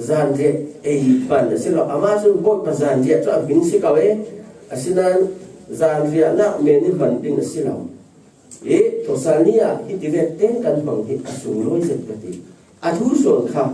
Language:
Falam Chin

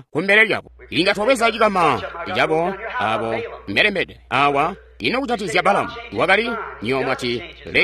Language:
Tonga (Zambia)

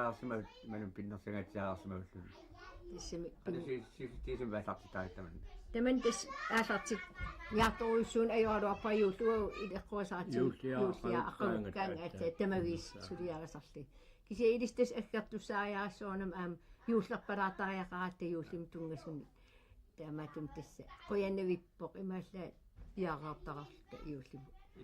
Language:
Kalaallisut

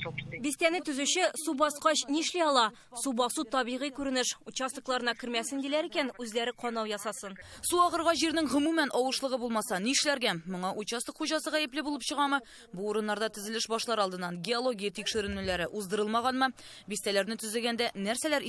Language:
Tatar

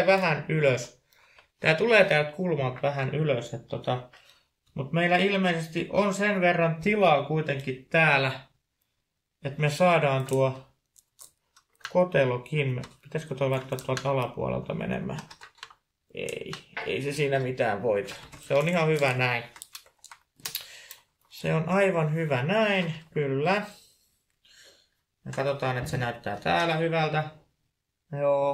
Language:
Finnish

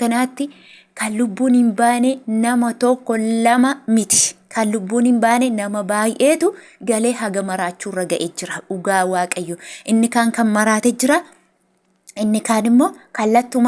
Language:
Oromo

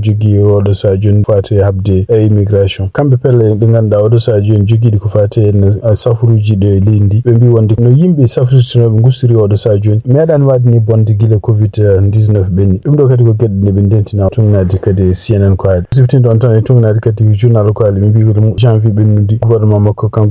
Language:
Fula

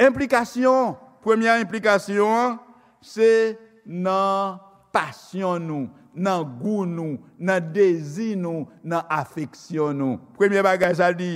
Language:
Haitian Creole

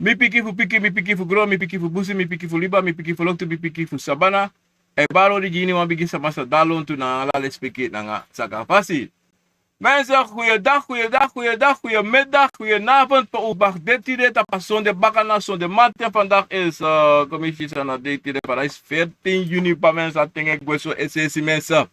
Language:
Sranan Tongo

